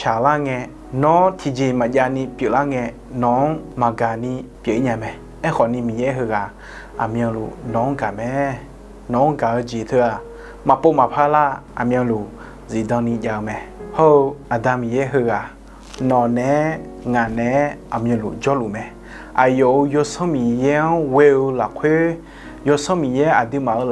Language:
Akha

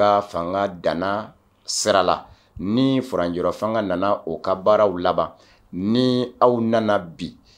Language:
Bambara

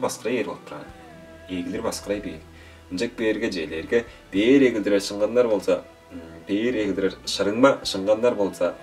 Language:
Tuvinian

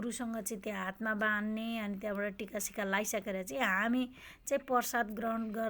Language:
Nepali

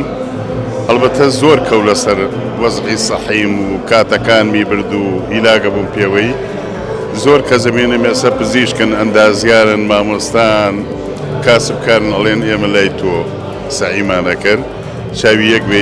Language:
Central Kurdish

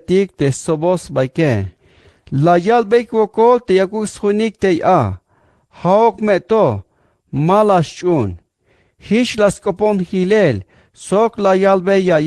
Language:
Tzeltal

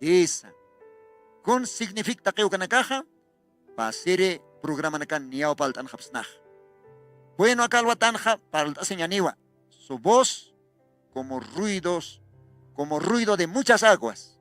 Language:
Aymara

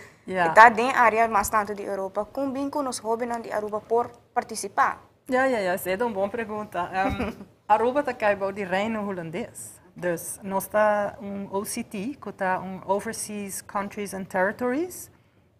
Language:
Papiamento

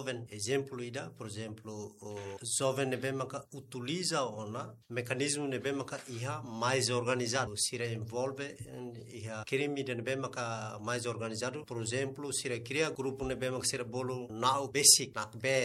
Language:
Tetum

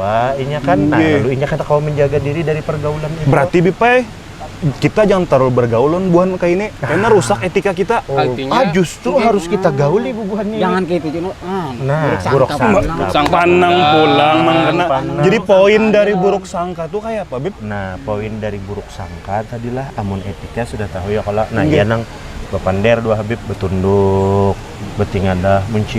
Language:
Banjar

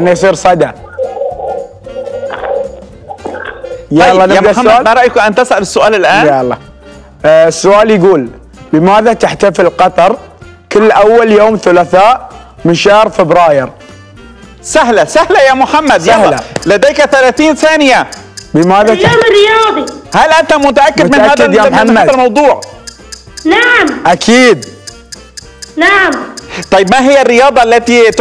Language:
Arabic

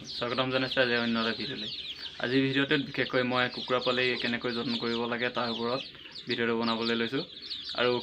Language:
Assamese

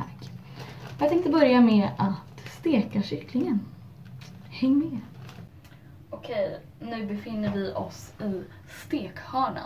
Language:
Swedish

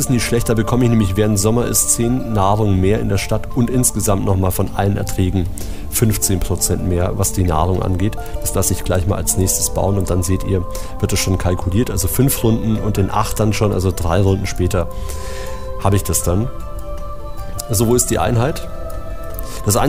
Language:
German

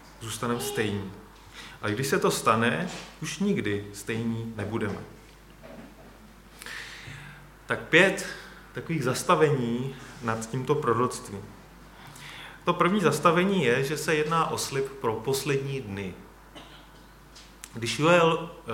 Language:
Czech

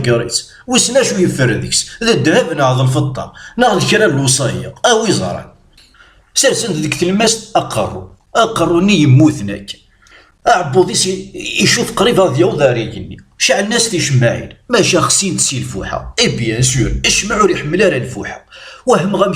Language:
Kabyle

